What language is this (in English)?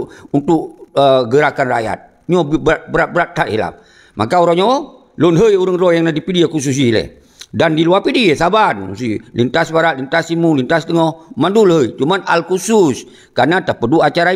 Achinese